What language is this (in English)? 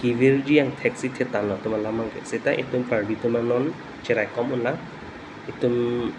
Karbi